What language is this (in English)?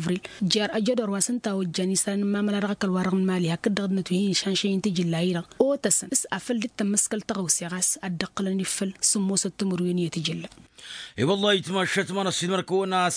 Tamasheq